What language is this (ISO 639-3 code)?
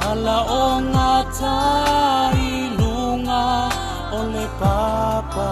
smo